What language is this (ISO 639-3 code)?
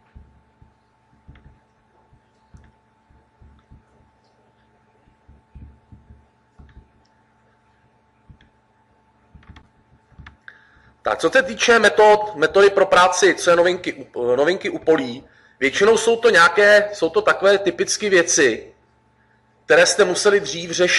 ces